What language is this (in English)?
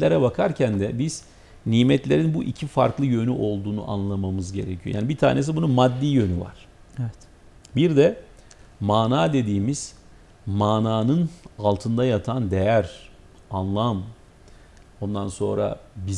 Turkish